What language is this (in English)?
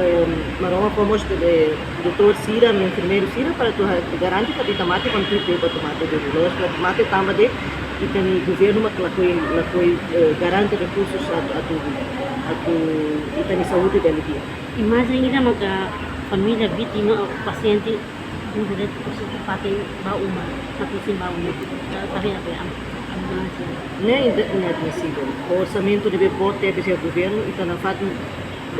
Tetum